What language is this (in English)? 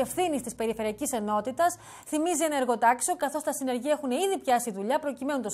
Greek